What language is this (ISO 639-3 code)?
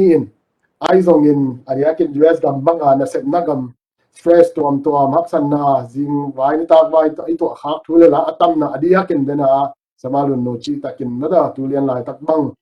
ctd